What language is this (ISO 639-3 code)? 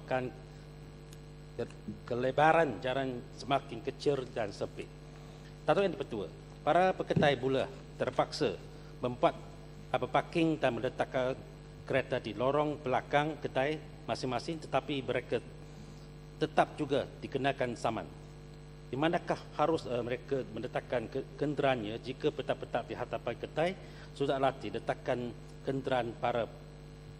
msa